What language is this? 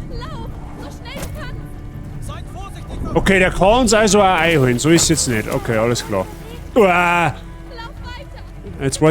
Bavarian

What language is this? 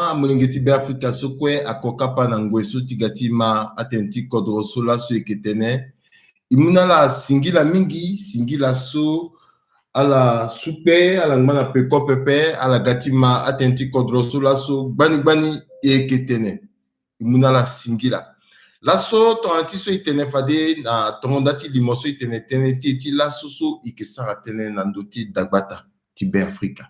Sango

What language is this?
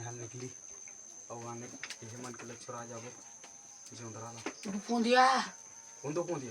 Chhattisgarhi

